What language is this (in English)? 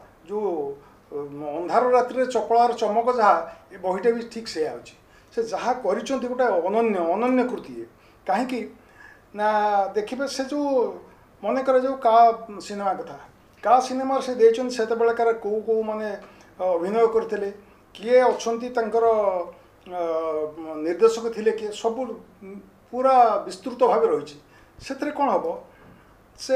Odia